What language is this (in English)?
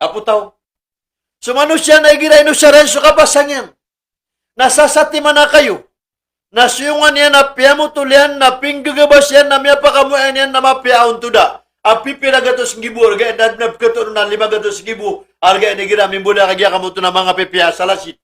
Maranao